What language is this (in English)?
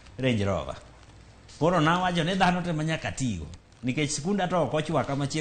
Luo (Kenya and Tanzania)